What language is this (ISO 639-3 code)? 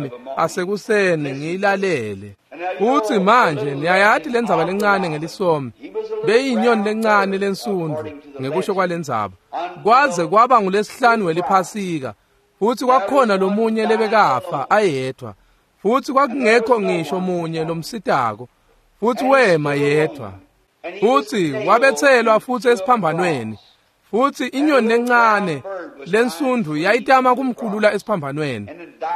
ssw